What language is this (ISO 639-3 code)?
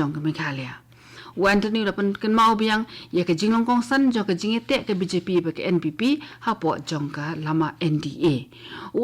kha